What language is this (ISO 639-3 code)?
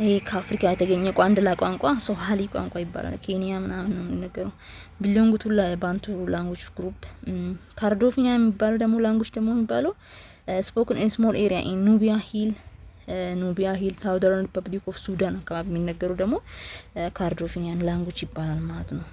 amh